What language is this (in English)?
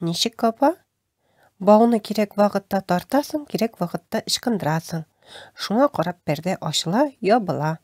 Tatar